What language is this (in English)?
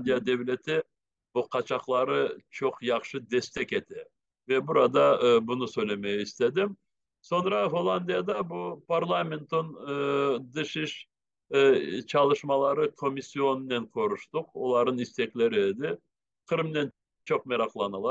Crimean Tatar